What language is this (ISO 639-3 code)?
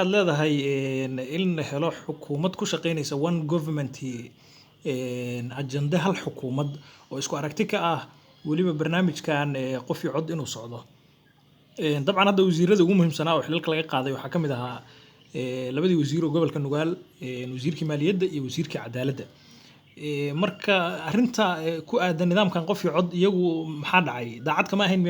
som